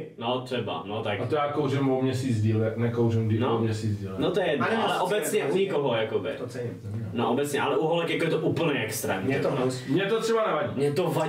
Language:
Czech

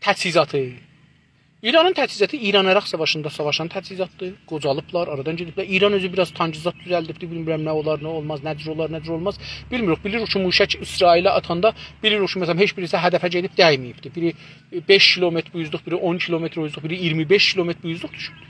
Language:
South Azerbaijani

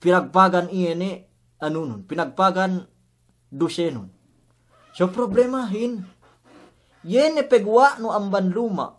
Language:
Yakan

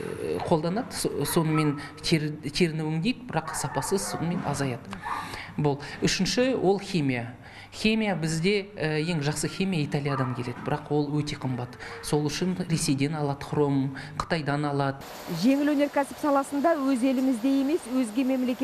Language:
Kazakh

